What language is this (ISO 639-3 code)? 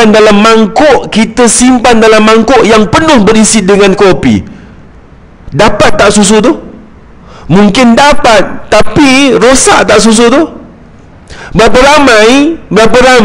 msa